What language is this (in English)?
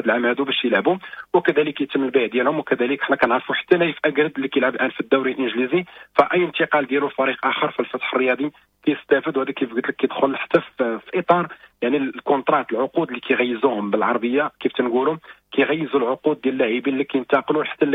Moroccan Arabic